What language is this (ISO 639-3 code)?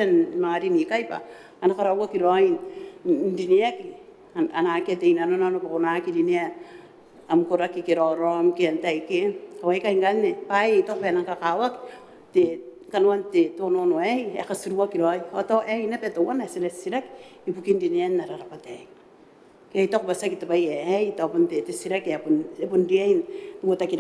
gil